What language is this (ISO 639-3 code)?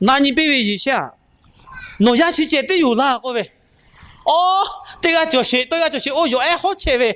lhu